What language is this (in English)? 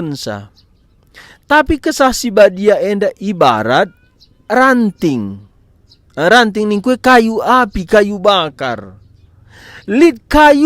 Batak Karo